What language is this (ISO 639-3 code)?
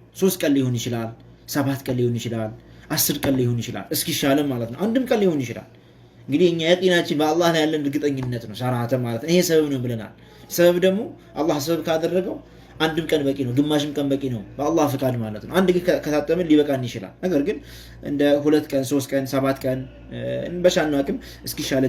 amh